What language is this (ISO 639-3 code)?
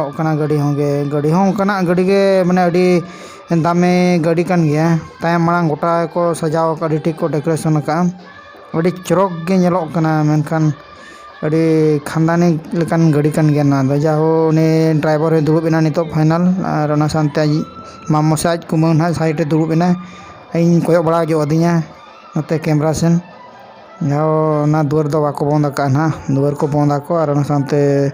sat